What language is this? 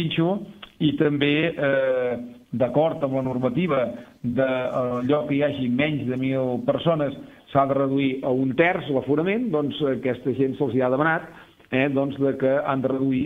Catalan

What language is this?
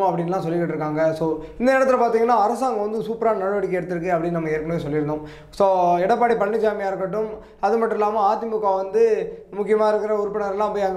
Tamil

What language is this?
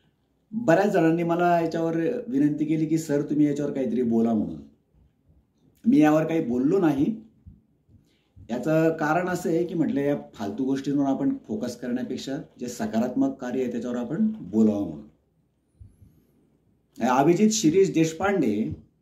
Marathi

